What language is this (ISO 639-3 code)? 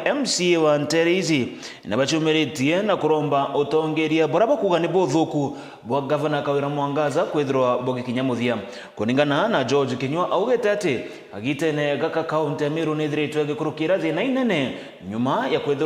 mer